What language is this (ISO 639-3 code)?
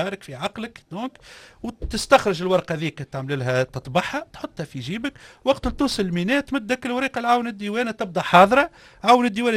aeb